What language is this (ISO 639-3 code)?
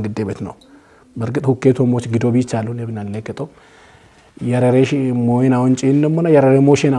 kbr